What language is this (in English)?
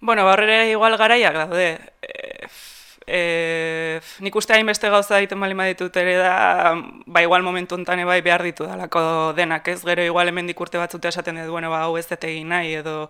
Basque